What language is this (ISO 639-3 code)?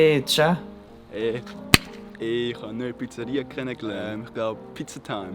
gsw